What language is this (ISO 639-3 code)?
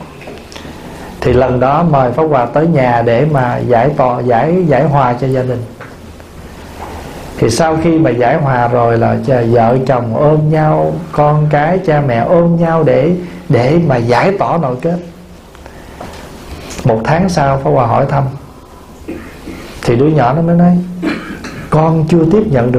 vie